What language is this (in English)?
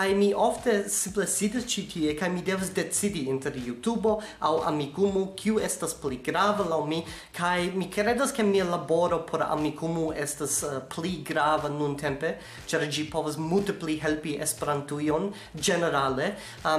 Esperanto